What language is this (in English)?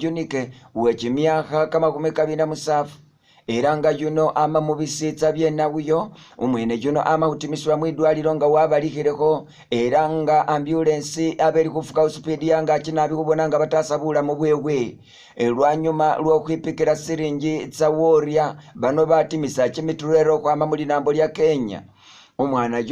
Masaaba